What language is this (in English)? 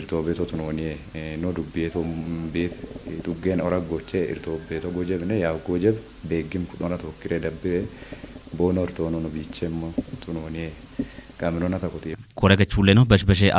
Kafa